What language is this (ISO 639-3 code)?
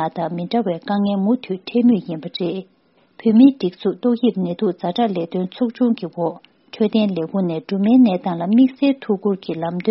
bod